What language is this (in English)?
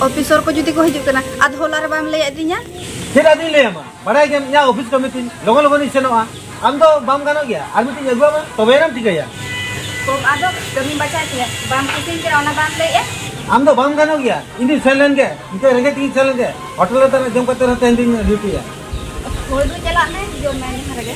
Santali